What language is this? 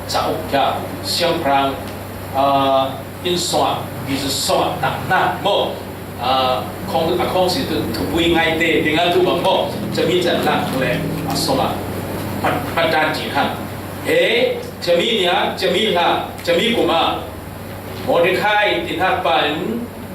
Falam Chin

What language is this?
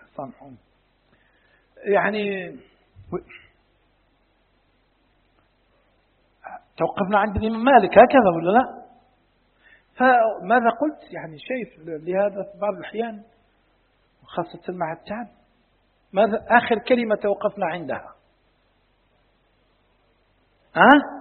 Arabic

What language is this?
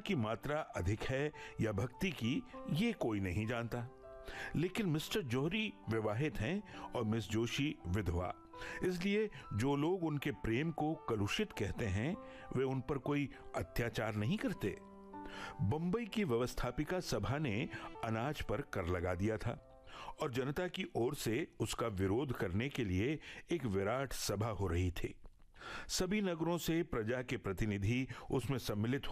Hindi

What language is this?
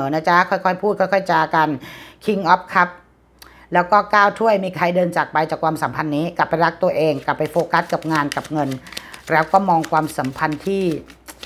Thai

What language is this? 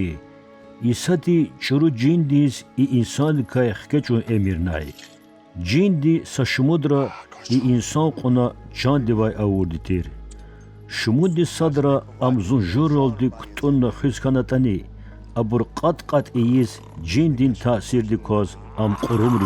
Lezghian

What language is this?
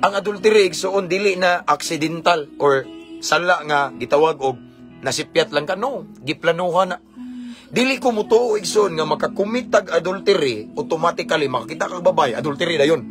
Cebuano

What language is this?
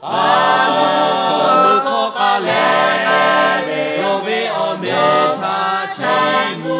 Lahu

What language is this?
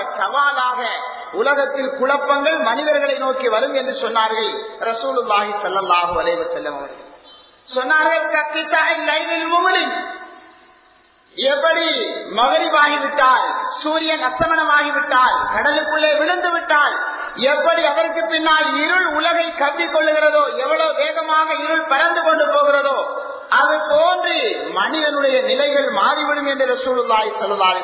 Tamil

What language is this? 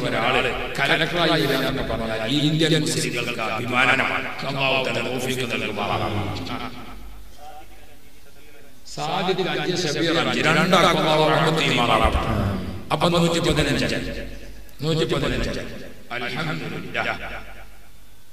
Malayalam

